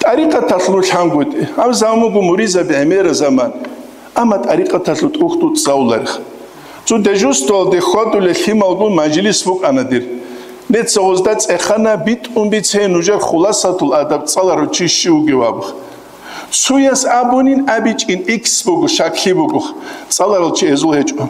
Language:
Avaric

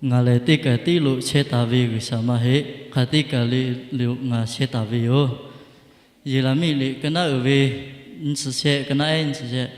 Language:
Lahu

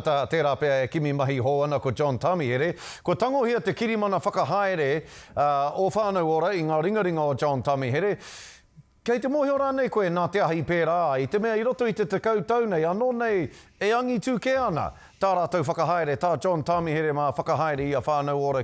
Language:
Māori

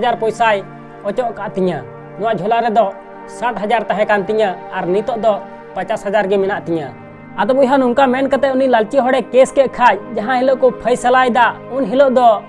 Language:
Santali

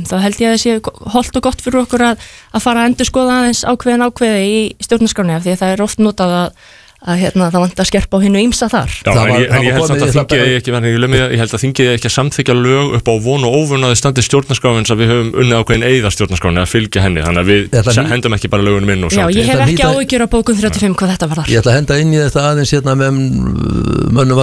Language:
Icelandic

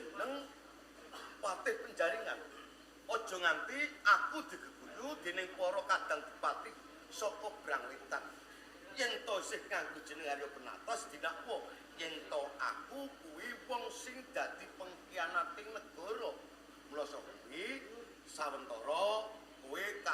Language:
Javanese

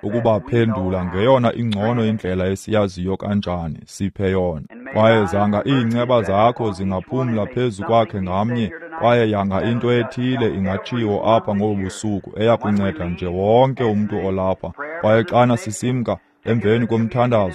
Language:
Xhosa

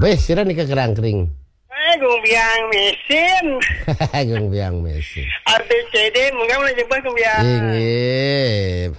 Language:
Balinese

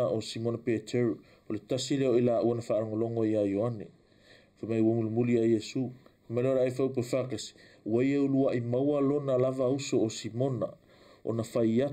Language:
Samoan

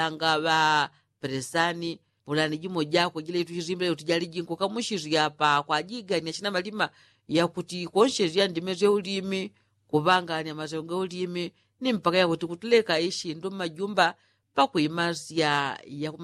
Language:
Yao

